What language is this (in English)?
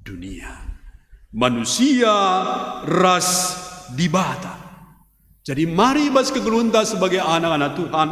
Batak Karo